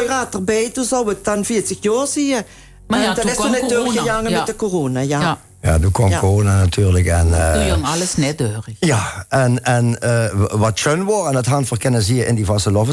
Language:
Limburgish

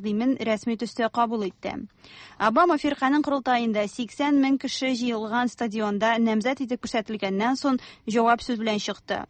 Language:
Tatar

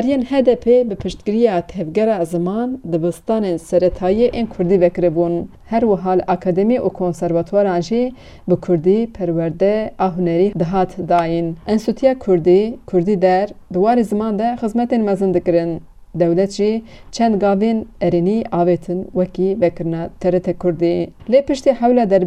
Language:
Kurdish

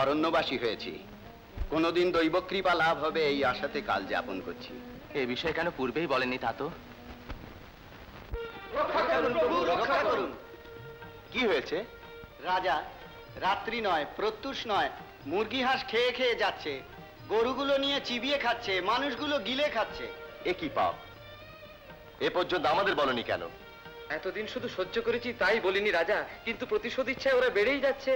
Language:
Bangla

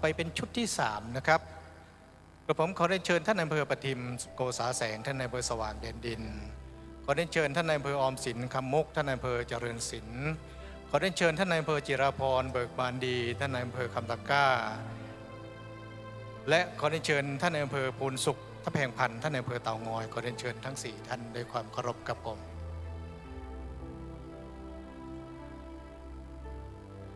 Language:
Thai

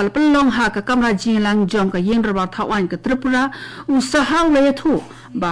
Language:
Khasi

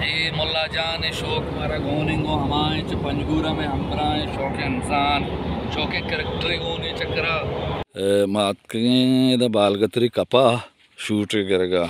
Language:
Baluchi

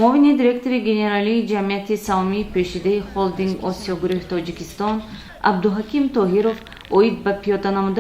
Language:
Tajik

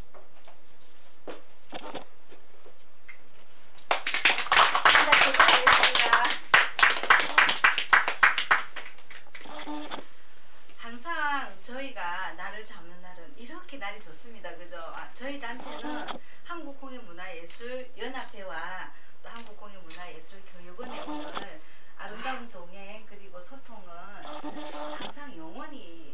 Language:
Korean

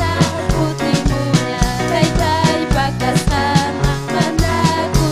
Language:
Ayacucho Quechua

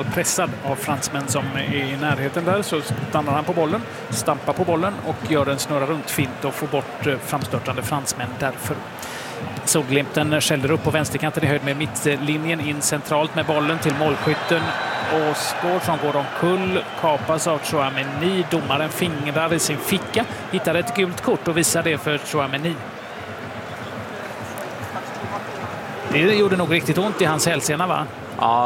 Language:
Swedish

